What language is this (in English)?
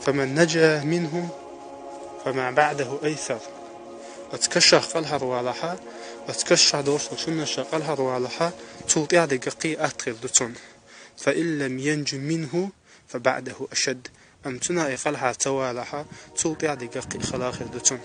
Chechen